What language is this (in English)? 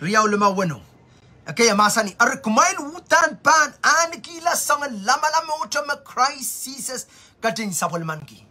Pohnpeian